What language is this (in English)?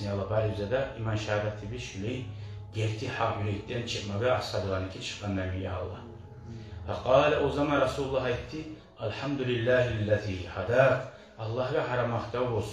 Kumyk